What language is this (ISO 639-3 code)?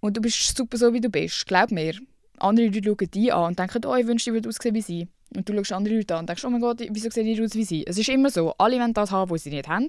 gsw